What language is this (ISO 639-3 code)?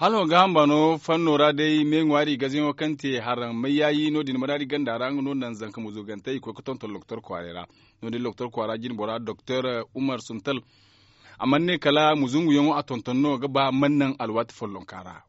dje